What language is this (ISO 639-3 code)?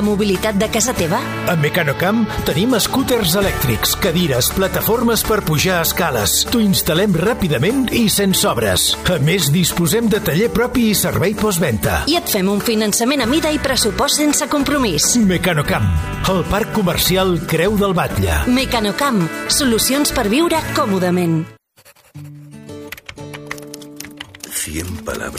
cat